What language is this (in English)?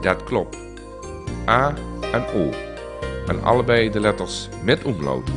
Limburgish